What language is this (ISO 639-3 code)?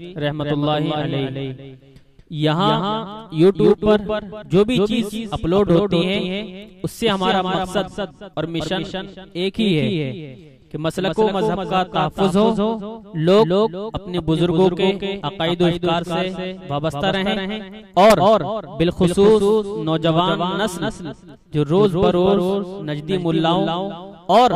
urd